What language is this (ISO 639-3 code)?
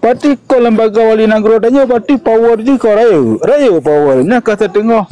ace